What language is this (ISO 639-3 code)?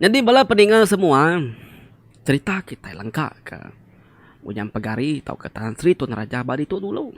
iba